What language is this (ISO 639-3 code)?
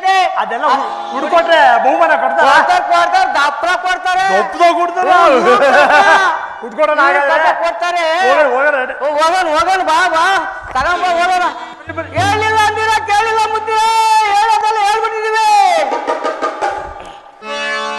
kan